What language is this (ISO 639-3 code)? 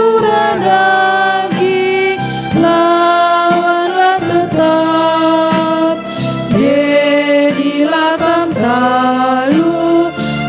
btx